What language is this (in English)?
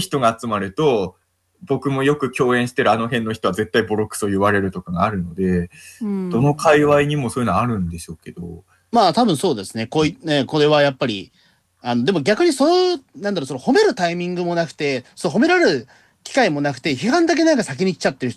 Japanese